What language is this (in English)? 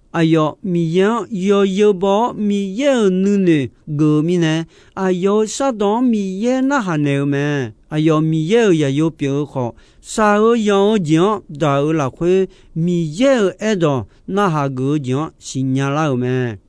Akha